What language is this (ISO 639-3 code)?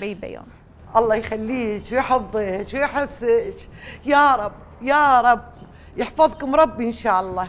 acm